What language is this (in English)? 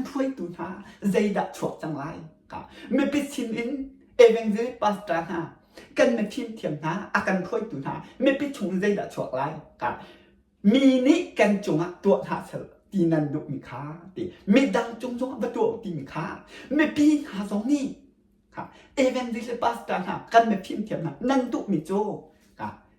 Hakha Chin